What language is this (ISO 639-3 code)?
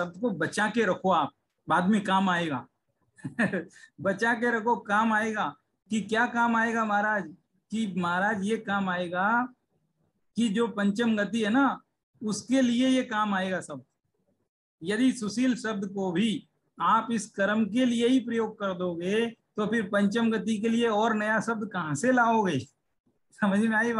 hin